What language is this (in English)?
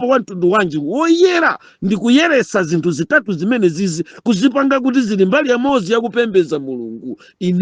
Nyanja